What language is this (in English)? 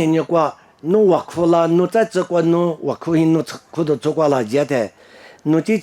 Lisu